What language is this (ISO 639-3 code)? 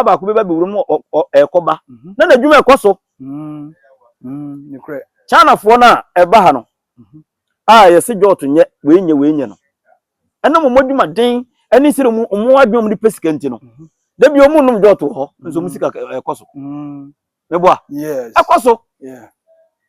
aka